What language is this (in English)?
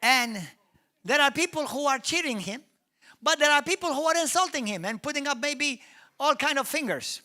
English